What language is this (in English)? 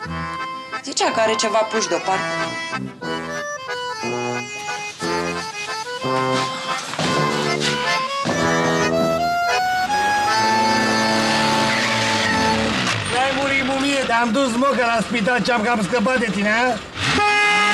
Romanian